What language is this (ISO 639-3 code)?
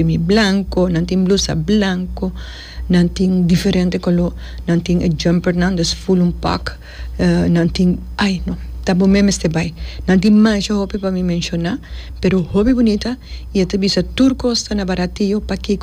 pap